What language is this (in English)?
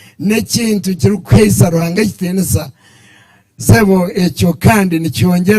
Nyankole